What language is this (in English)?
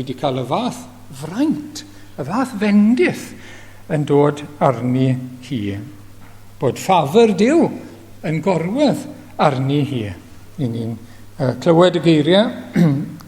Welsh